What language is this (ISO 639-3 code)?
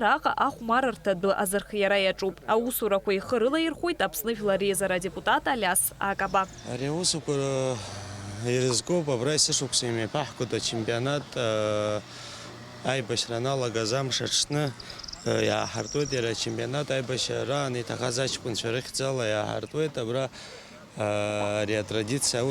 abk